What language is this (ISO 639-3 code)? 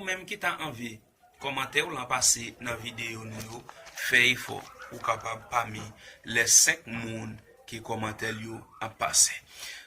hat